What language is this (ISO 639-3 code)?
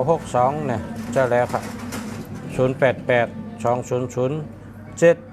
shn